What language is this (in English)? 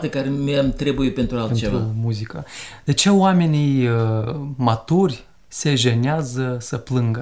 Romanian